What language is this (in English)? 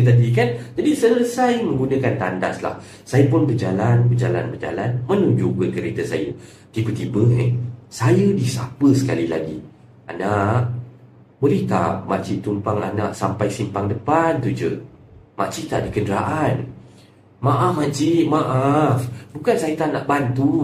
Malay